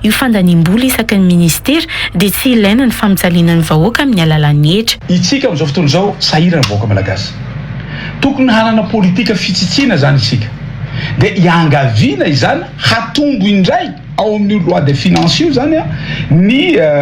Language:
Malagasy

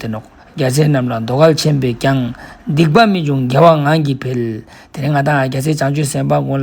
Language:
Ladakhi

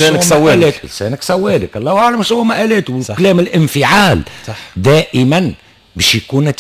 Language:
Tunisian Arabic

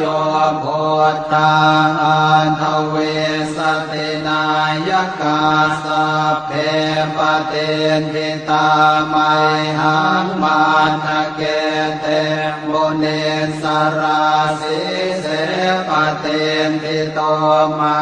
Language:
Pali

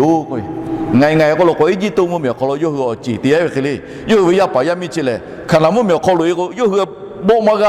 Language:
Lahu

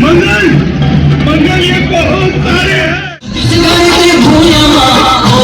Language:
Chhattisgarhi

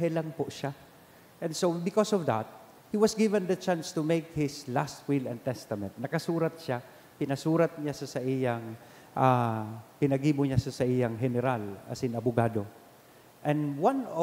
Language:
Bikol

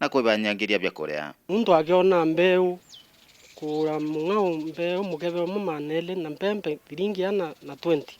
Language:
Meru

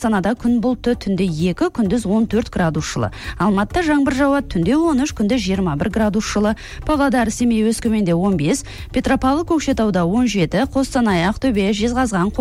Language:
Kazakh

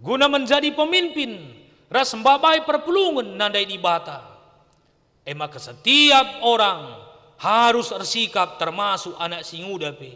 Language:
Batak Karo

